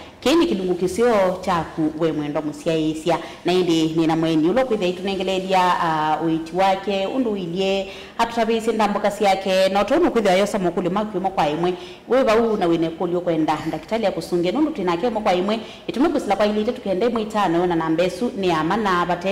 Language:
Kamba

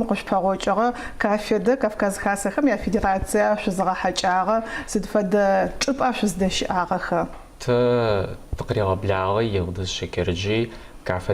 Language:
Adyghe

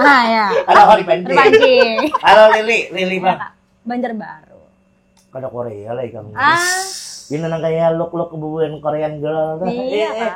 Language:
Banjar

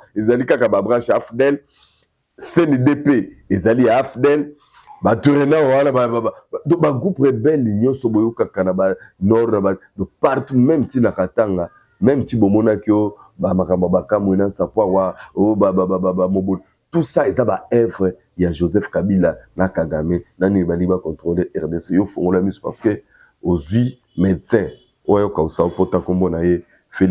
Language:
Lingala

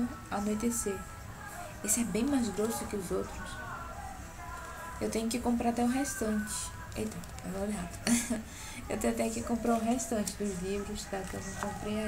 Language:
Portuguese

